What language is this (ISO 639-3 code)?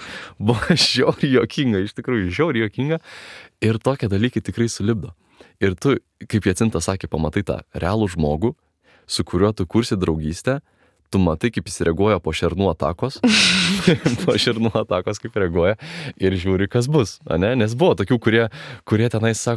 lit